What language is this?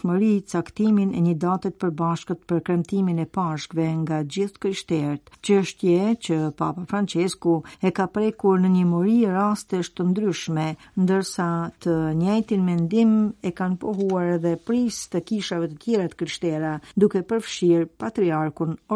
Albanian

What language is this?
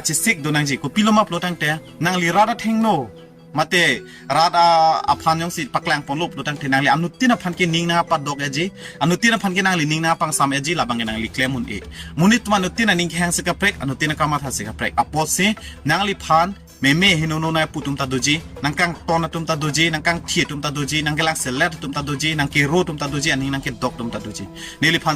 Karbi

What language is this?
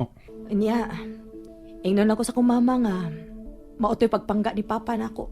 Cebuano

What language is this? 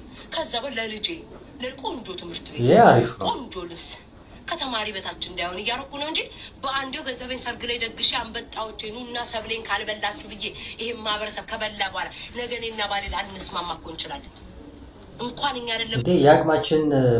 Amharic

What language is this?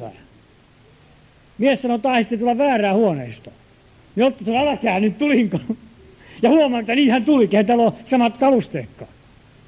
Finnish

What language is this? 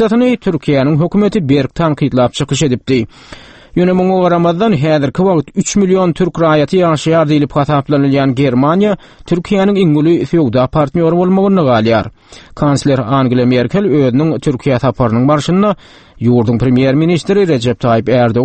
Turkmen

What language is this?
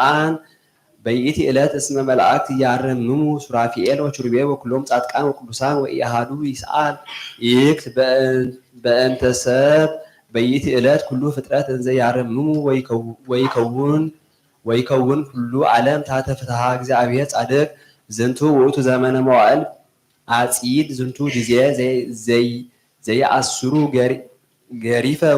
Geez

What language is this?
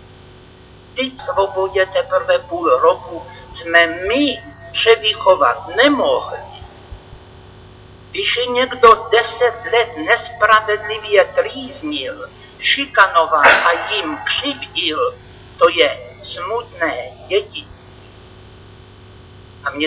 Czech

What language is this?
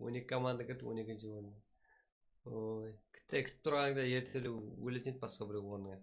Kara-Kalpak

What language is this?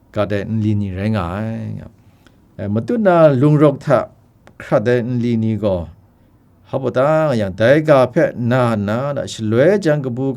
Kachin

